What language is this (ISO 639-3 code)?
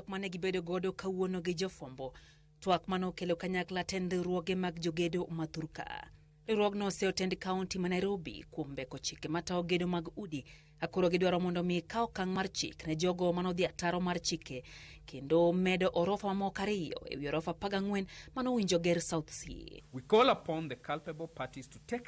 luo